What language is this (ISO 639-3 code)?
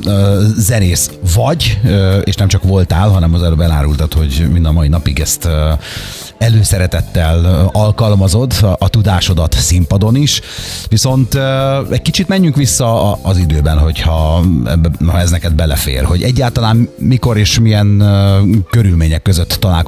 hun